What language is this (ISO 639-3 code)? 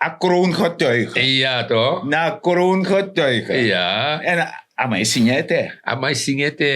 srn